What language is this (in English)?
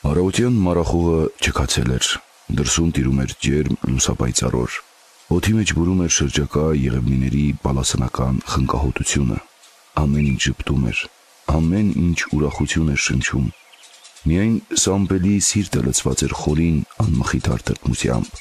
Armenian